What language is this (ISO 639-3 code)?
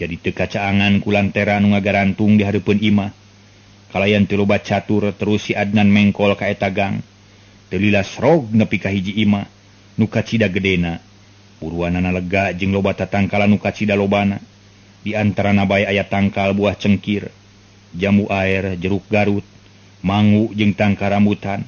sun